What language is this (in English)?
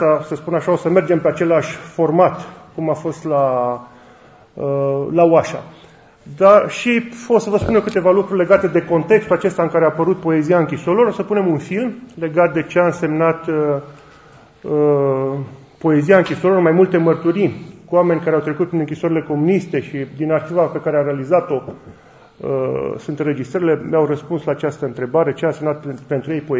Romanian